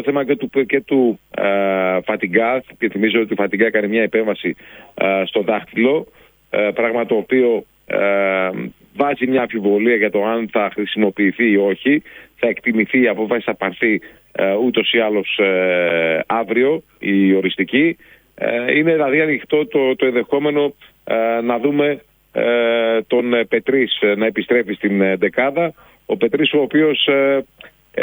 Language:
Greek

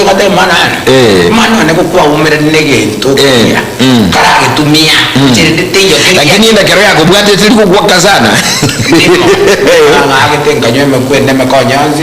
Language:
Gusii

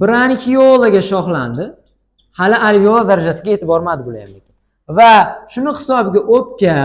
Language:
Uzbek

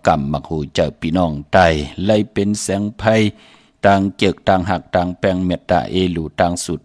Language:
Shan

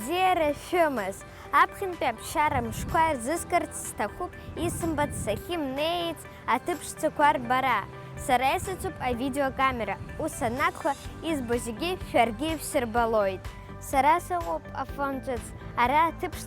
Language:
Abkhazian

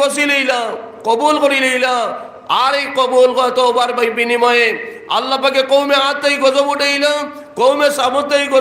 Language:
Sylheti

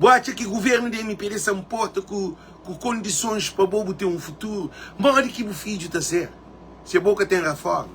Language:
Kabuverdianu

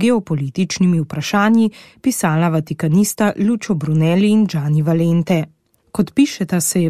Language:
Slovenian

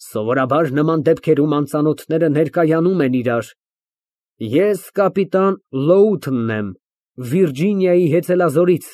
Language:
Armenian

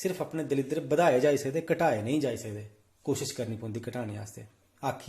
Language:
Dogri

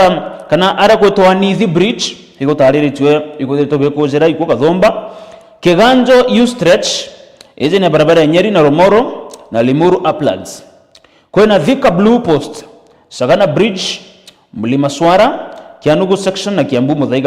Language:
Meru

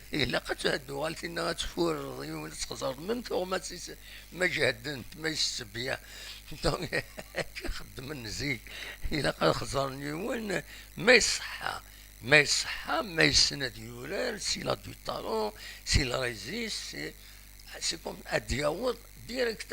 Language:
Kabyle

